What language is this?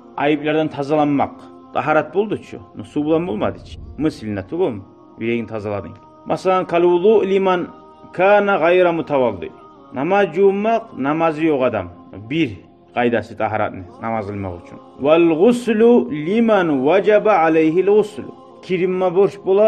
Kumyk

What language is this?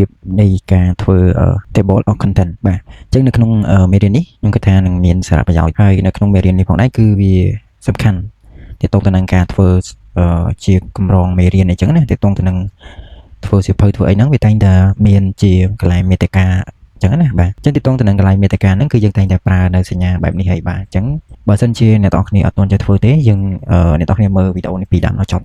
Khmer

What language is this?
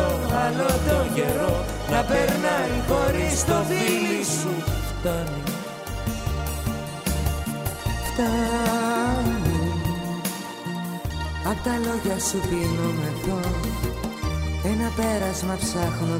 Greek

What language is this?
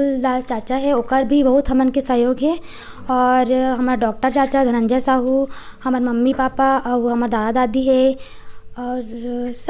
Chhattisgarhi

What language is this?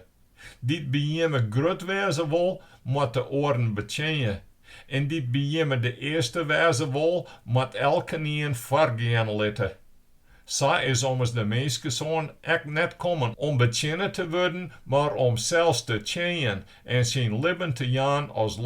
Western Frisian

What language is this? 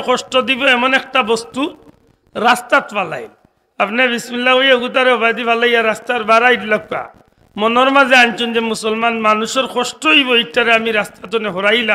Sylheti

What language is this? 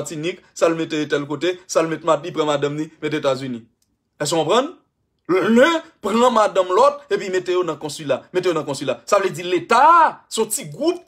Haitian Creole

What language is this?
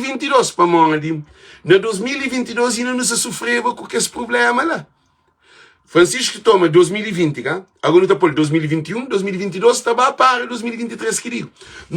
Kabuverdianu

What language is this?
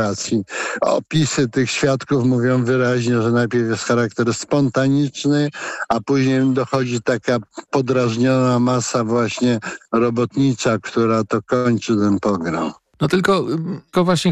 Polish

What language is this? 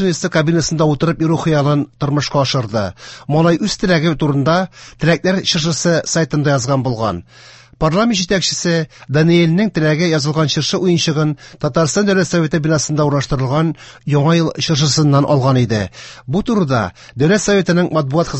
Tatar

